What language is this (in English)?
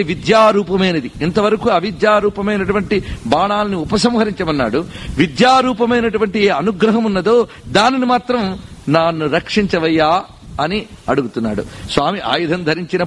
Telugu